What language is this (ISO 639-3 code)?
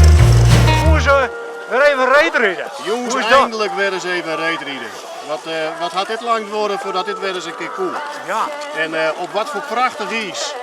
fry